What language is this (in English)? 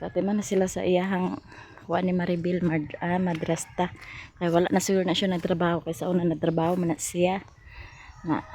Cebuano